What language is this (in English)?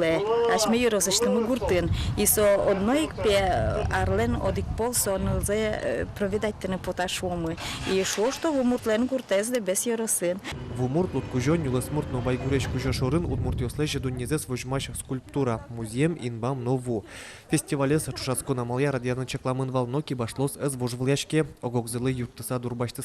Udmurt